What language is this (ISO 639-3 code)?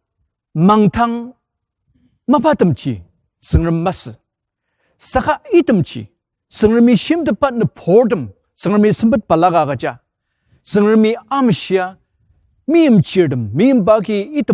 njo